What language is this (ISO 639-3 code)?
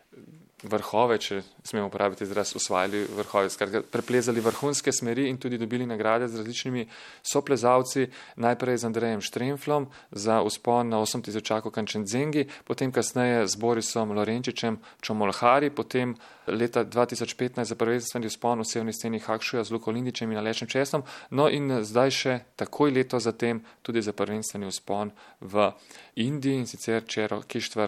slv